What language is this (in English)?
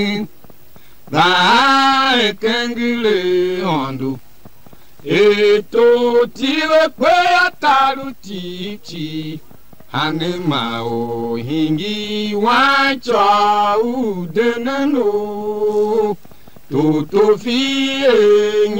Tiv